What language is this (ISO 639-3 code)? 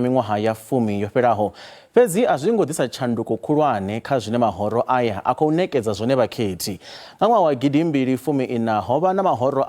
ven